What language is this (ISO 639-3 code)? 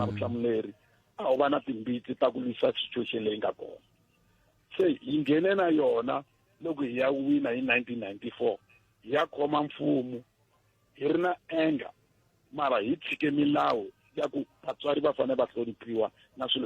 tso